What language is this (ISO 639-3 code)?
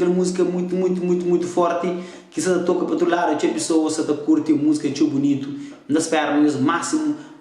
kea